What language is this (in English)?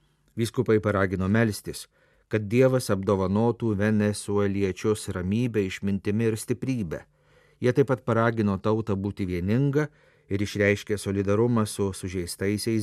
Lithuanian